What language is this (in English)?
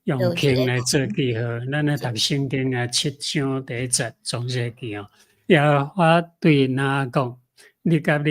Min Nan Chinese